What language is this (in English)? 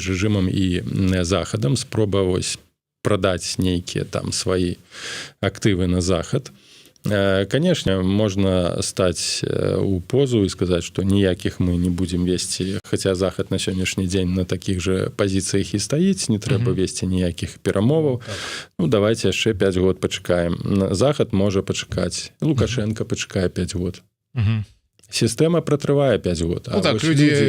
Belarusian